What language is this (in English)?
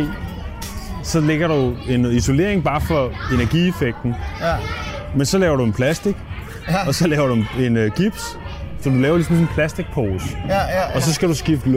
Danish